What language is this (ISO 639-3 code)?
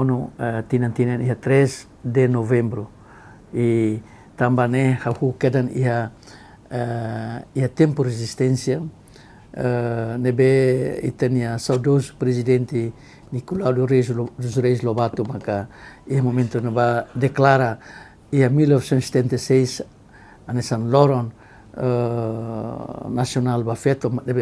tet